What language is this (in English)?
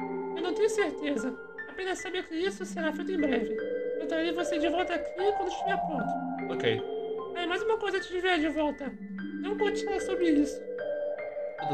Portuguese